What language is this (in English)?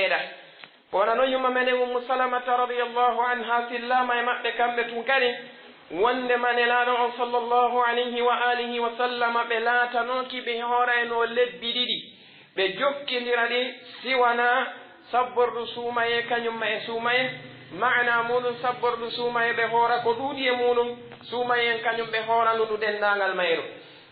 Pular